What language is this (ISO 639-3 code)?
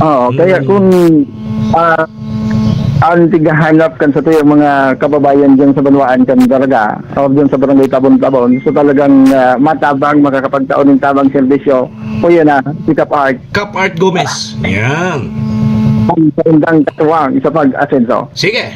bik